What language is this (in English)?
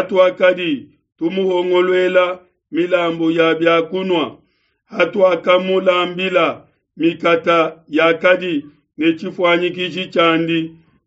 Luba-Lulua